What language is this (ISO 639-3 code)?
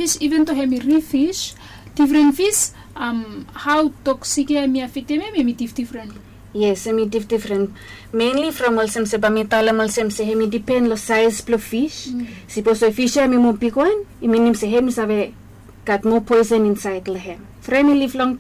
bis